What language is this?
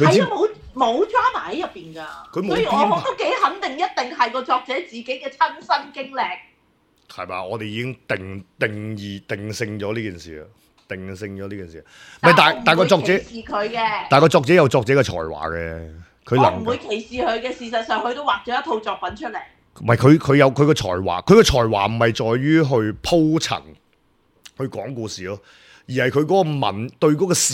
Cantonese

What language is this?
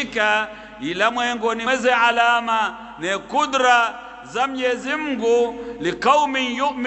Swahili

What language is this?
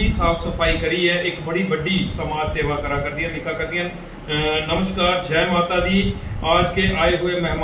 Dogri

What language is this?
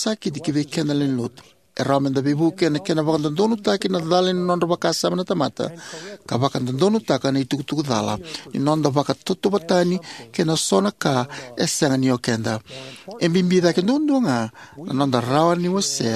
Fijian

